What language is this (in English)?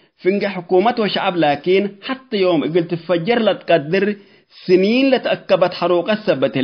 Tigre